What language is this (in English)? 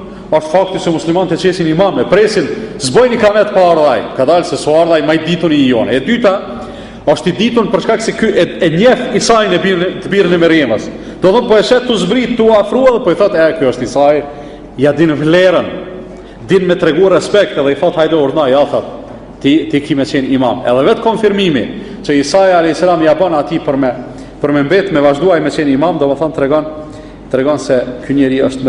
Albanian